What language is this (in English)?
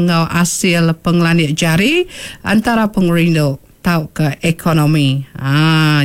Iban